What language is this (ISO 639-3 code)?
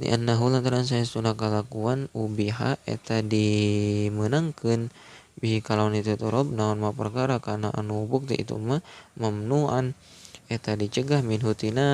sun